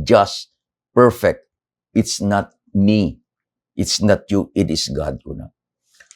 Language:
Iloko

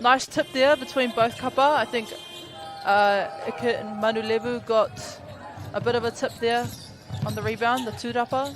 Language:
Māori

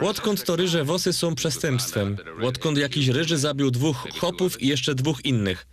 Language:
Silesian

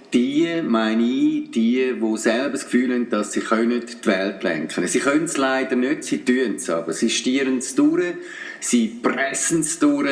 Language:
Swiss German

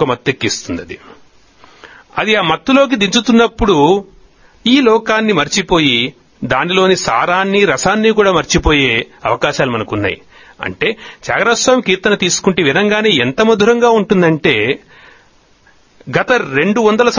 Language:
Telugu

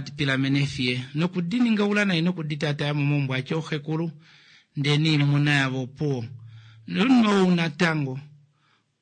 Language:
Kuanyama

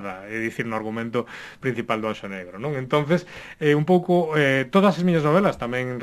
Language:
Galician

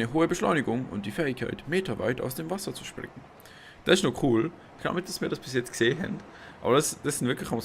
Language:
Swiss German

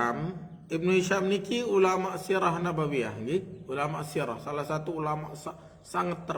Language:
Sasak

